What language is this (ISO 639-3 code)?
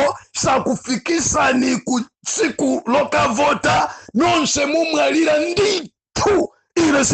nya